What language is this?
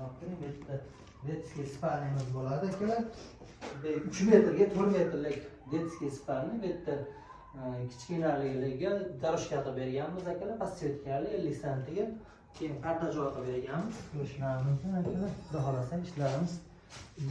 Uzbek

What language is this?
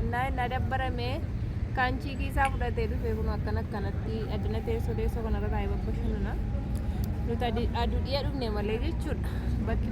Oromo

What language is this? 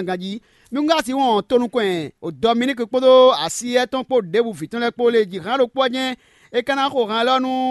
Fon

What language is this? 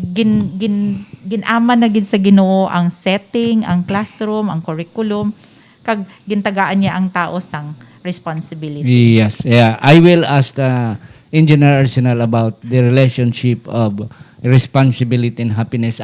Hiligaynon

